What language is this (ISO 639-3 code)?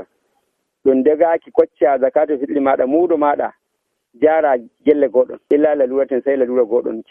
fuv